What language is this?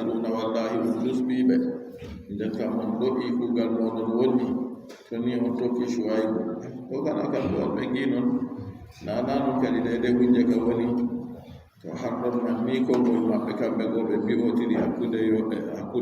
Adamawa Fulfulde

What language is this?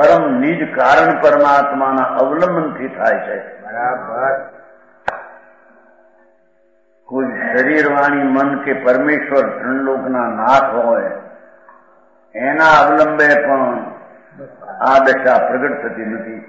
Gujarati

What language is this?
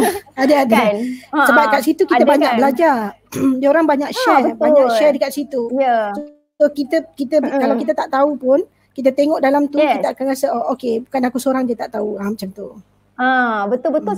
Malay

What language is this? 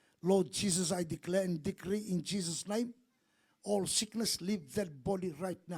Fijian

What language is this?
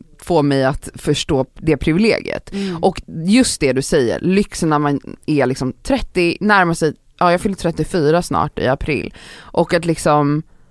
Swedish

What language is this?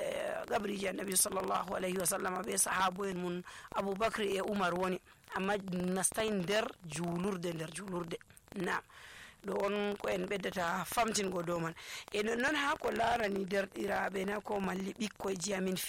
Nigerian Fulfulde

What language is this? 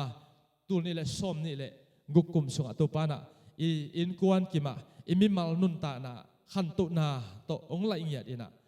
Tedim Chin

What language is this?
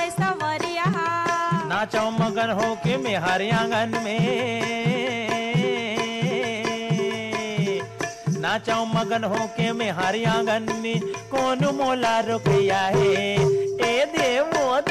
Chhattisgarhi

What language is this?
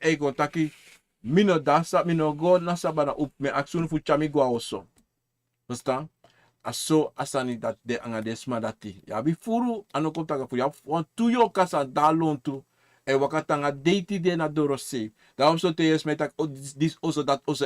Sranan Tongo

